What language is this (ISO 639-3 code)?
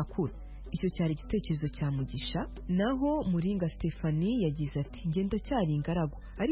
kin